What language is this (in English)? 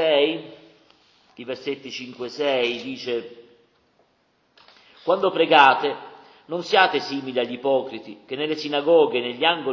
Italian